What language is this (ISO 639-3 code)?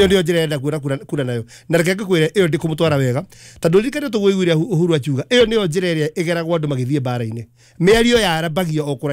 kik